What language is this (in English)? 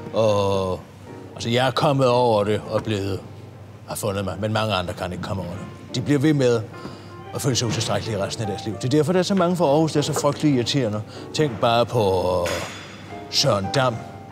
Danish